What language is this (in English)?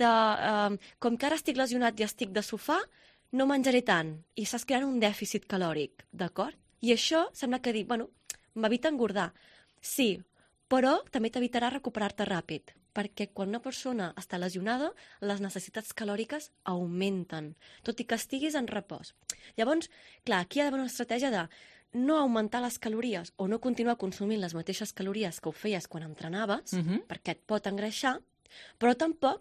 Catalan